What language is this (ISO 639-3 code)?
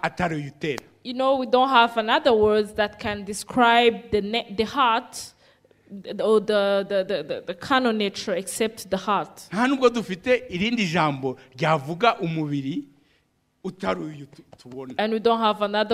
kin